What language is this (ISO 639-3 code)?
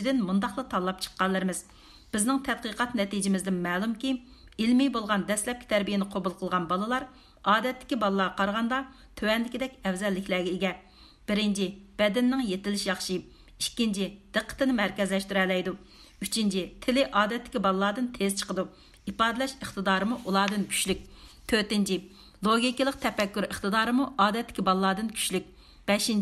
uig